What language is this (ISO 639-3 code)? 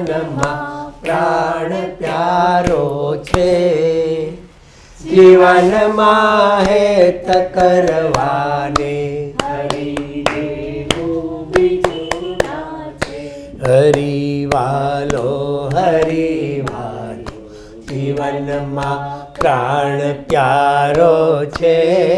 guj